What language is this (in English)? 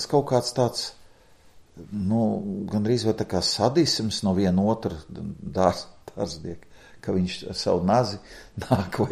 Latvian